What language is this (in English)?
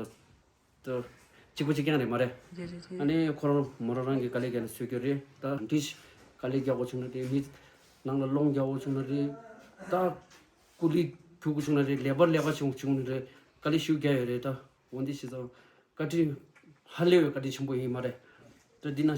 Tibetan